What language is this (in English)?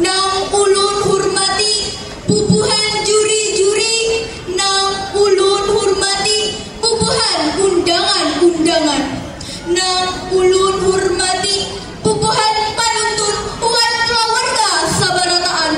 Banjar